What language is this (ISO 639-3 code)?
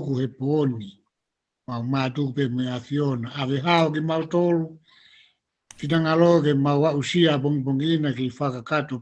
ton